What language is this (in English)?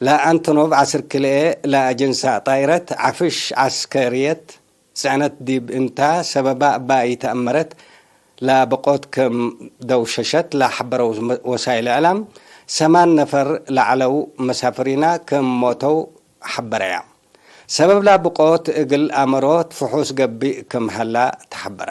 Tigre